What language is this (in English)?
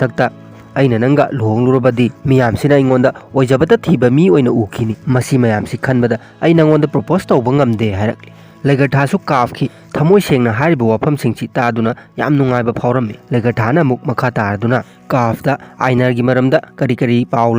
Manipuri